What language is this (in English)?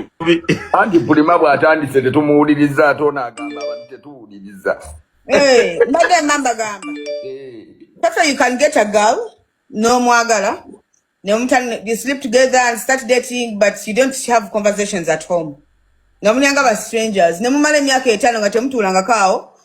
Ganda